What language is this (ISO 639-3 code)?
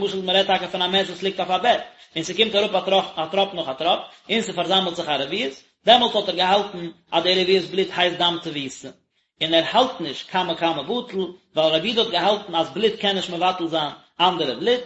yid